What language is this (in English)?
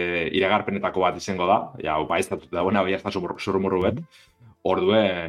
Basque